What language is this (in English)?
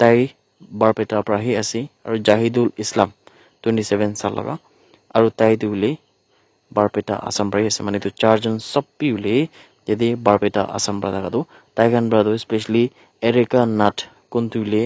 Naga Pidgin